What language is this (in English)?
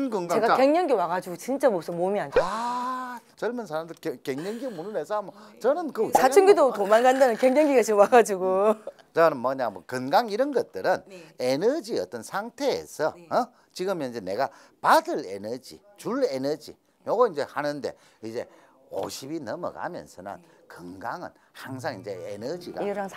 Korean